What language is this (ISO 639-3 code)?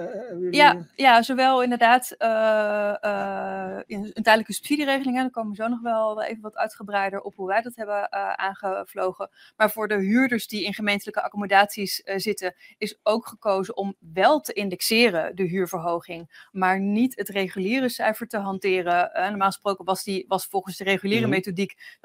nld